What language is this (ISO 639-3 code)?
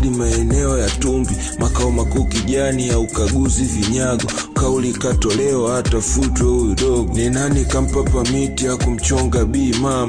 swa